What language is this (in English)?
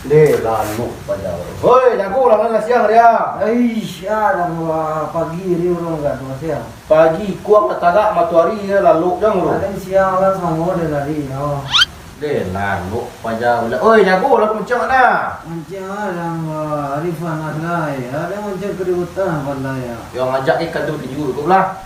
Minangkabau